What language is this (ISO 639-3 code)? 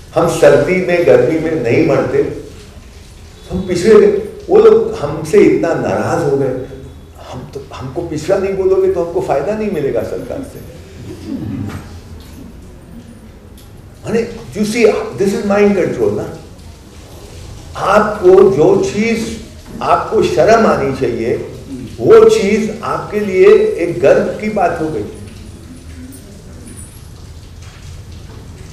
hin